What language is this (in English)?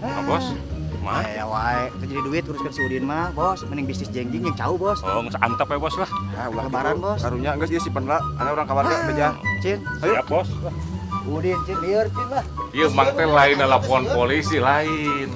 Sundanese